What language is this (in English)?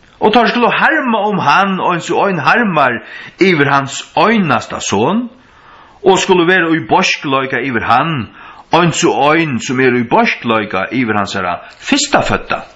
Faroese